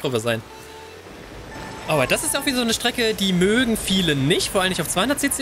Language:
German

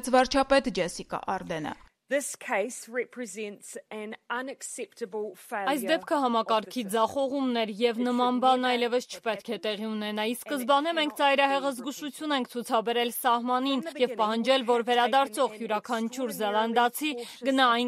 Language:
Armenian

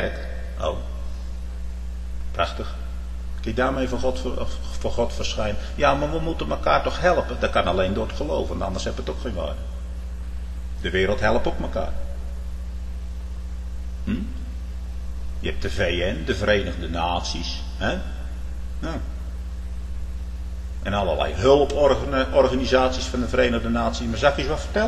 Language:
Dutch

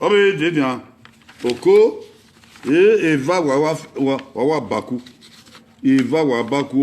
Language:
Bini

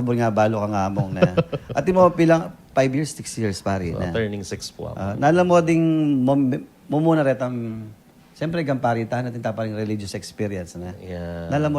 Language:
Pampanga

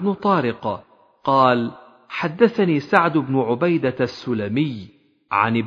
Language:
Arabic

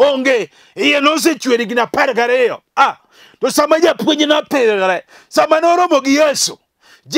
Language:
Luo (Kenya and Tanzania)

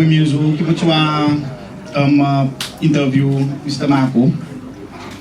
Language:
Seselwa Creole French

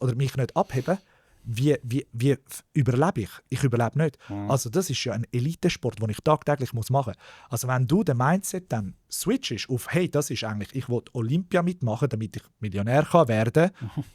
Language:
Swiss German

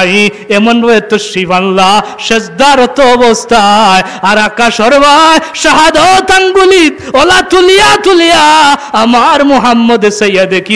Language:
Sylheti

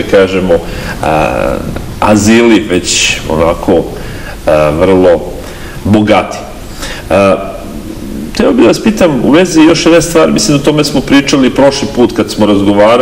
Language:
Serbian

